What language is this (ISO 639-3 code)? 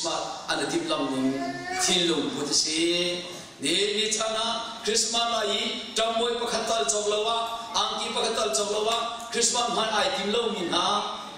cnh